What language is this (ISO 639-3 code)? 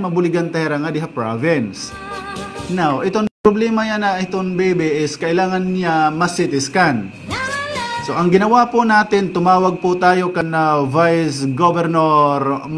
war